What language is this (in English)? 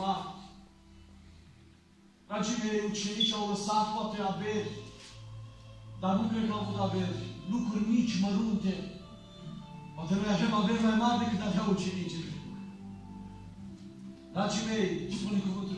Romanian